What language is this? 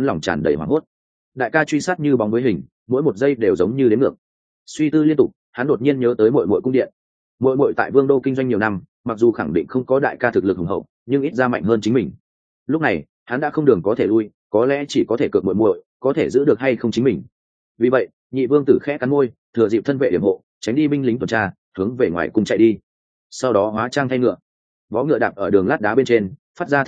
Vietnamese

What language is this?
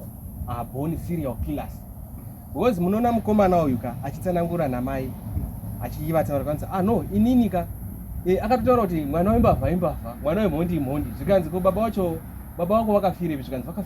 Shona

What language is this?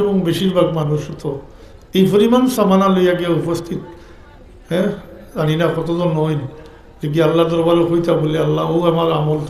Sylheti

